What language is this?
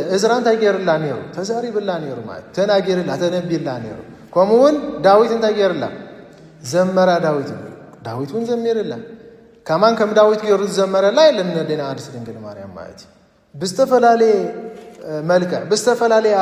Tigrinya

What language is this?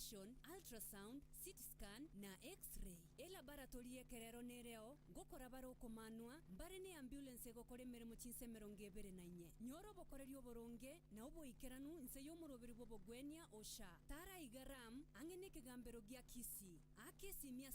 Gusii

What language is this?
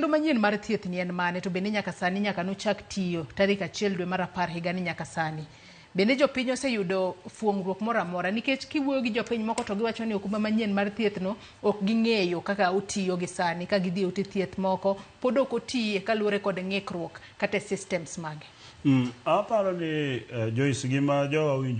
Luo (Kenya and Tanzania)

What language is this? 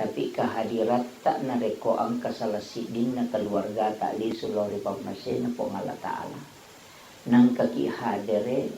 Buginese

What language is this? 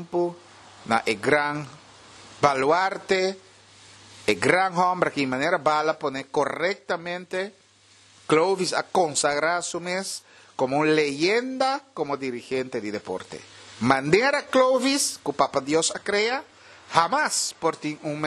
Papiamento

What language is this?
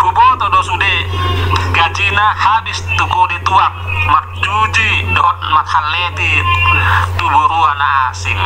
Batak Toba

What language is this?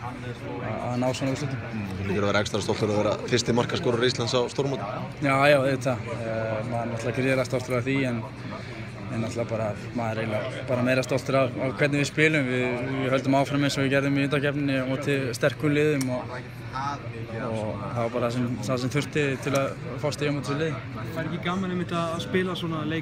Icelandic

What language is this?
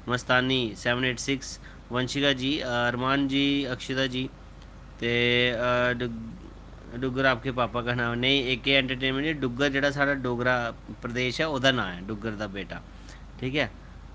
Dogri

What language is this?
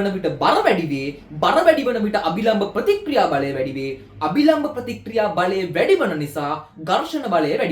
Sinhala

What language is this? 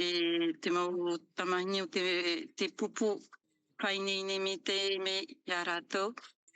Tahitian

